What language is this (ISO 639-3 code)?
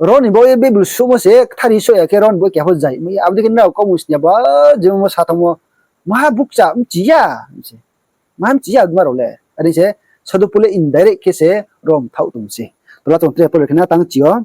ria